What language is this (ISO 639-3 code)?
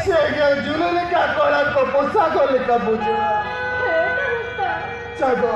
sat